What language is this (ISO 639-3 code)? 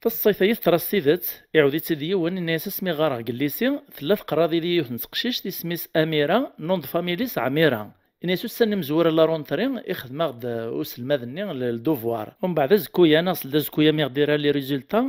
kab